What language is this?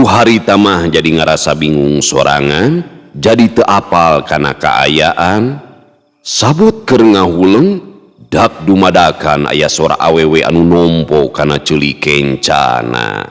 Sundanese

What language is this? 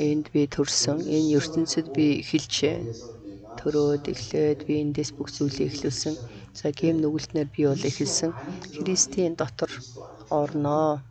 Mongolian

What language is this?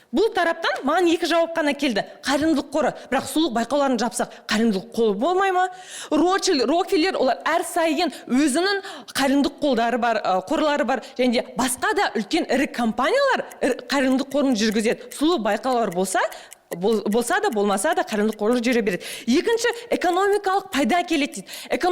Kazakh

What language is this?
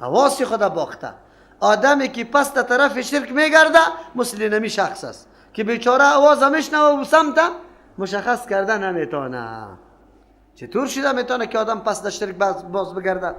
Persian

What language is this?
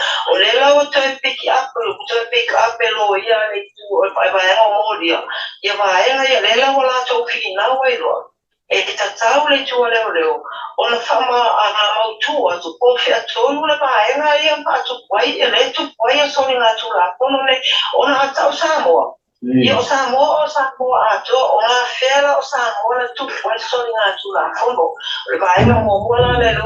Samoan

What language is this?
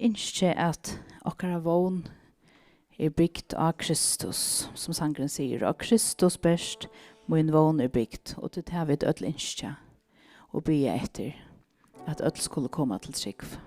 Faroese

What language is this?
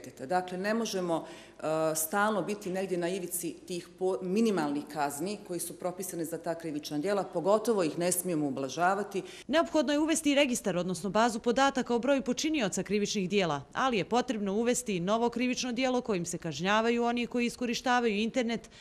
Bosnian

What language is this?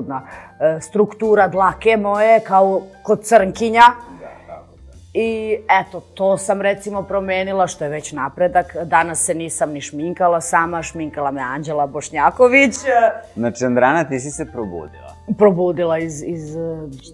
Serbian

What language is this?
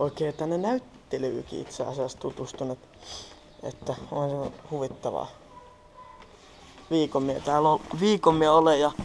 Finnish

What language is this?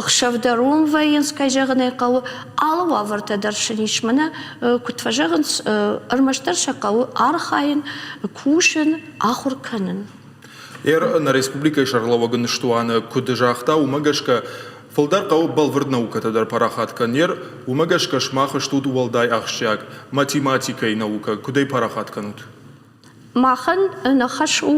Ossetic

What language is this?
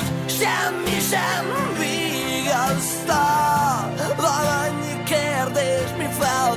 Hungarian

